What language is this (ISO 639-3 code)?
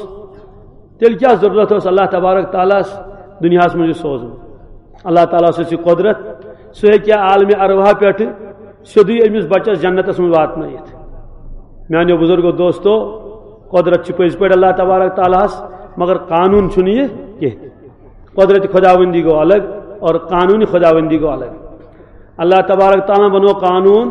kas